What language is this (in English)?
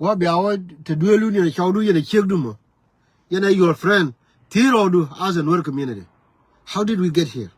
Nuer